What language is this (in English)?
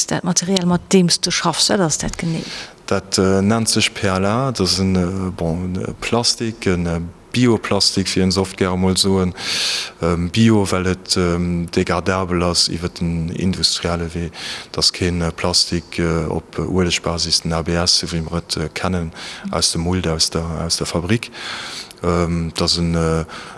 Luxembourgish